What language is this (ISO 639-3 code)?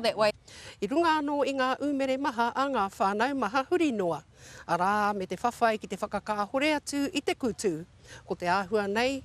mri